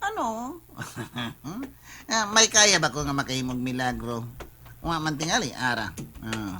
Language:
Cebuano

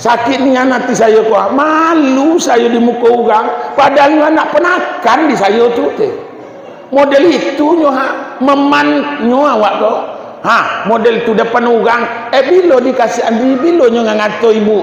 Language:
Minangkabau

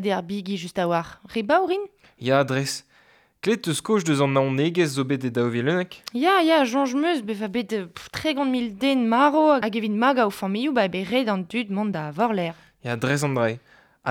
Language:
Breton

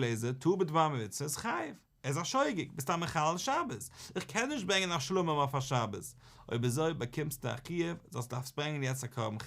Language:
Yiddish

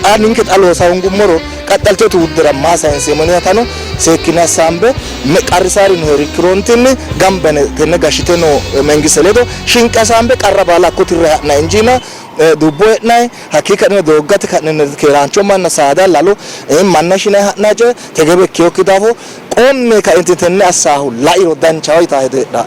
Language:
Sidamo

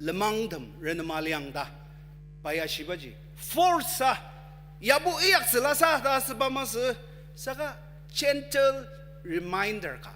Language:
Ao Naga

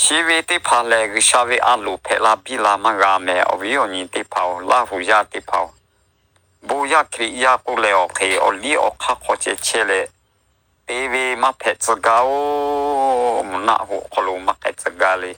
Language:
Lahu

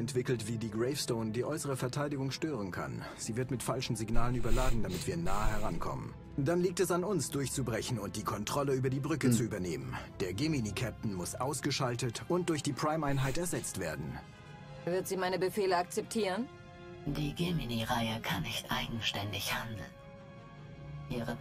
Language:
German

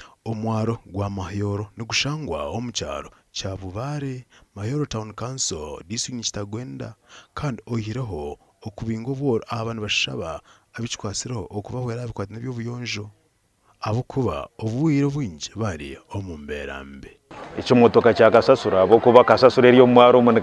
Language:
Nyankole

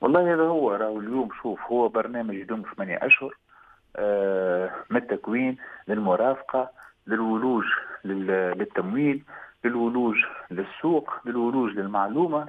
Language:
Tunisian Arabic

